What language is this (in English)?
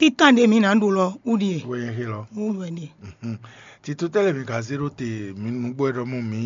Fon